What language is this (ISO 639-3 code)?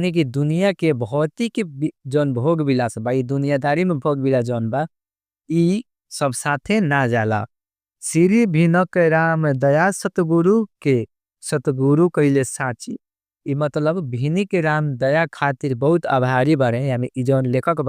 bho